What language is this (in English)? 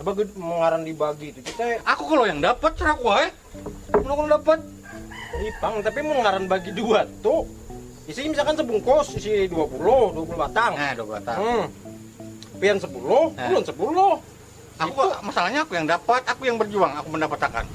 Banjar